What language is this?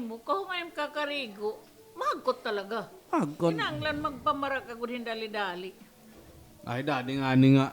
Waray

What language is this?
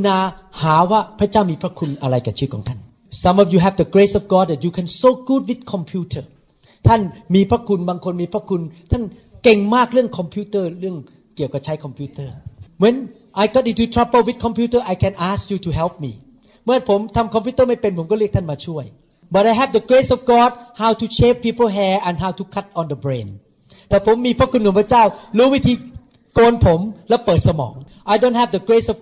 Thai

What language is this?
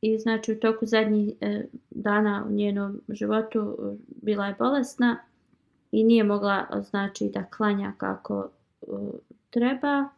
Bosnian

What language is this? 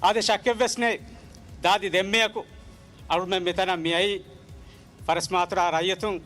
Divehi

